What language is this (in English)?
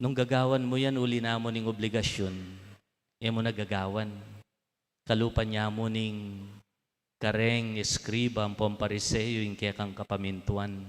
Pampanga